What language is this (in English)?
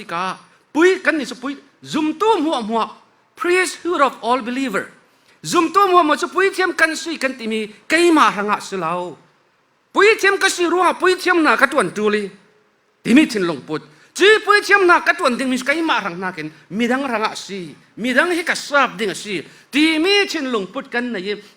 Falam Chin